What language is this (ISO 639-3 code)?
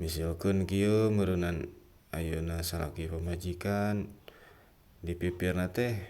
sun